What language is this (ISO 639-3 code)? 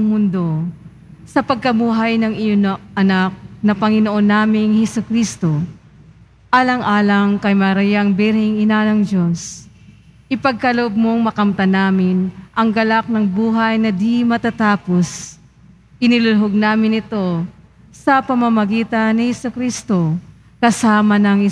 fil